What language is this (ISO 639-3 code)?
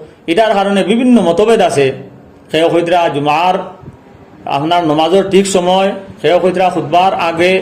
syl